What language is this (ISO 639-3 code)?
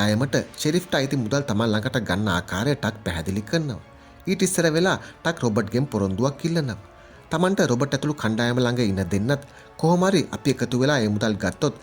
sin